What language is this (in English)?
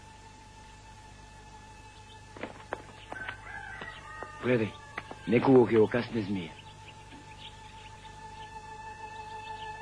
Macedonian